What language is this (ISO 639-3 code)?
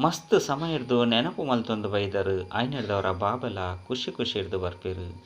tcy